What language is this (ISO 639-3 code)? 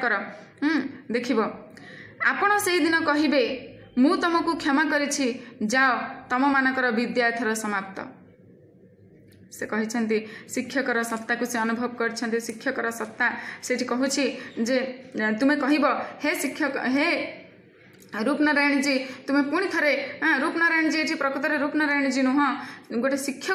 ori